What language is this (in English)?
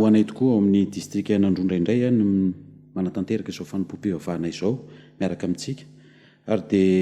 Malagasy